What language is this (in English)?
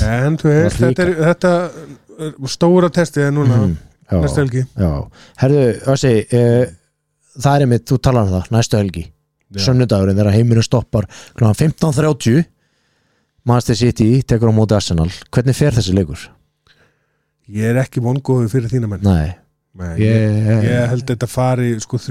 Icelandic